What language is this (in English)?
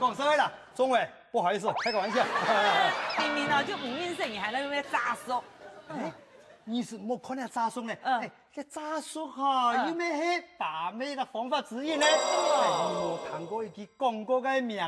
Hakka Chinese